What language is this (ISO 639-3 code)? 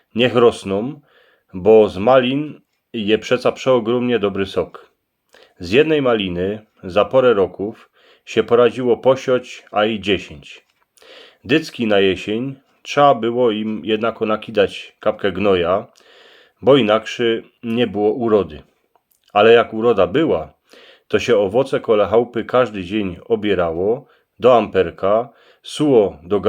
szl